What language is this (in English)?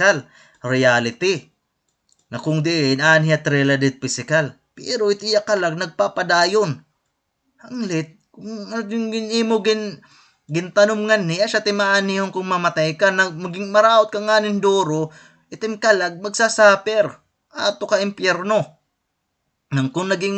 Waray